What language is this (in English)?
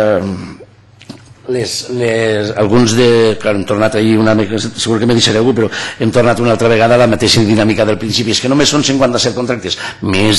Catalan